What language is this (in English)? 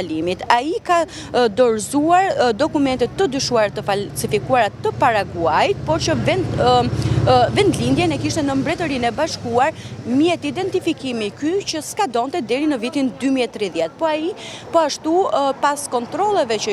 Albanian